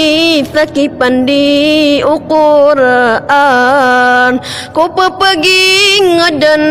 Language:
Maranao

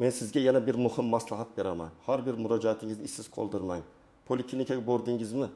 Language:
Uzbek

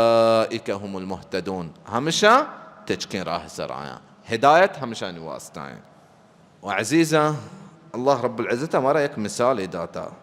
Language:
Baluchi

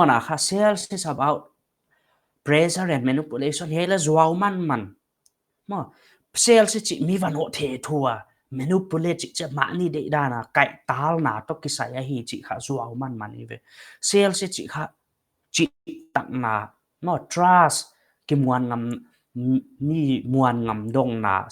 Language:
Paite Chin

